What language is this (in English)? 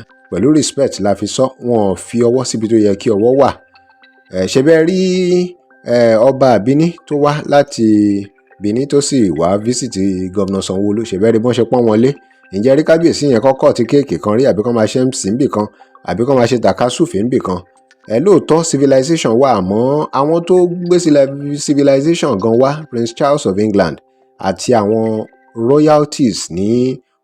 Yoruba